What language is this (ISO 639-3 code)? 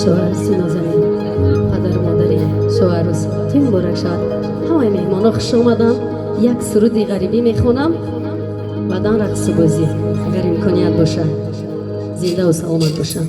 tgk